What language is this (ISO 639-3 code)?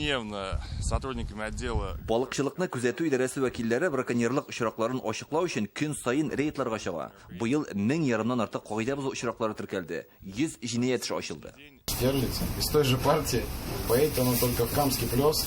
tat